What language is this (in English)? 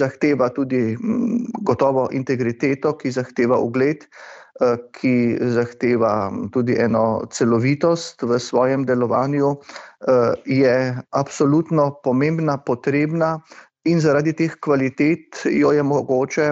Slovenian